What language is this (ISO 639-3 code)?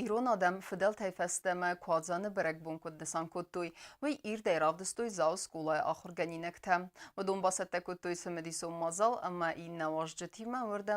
oss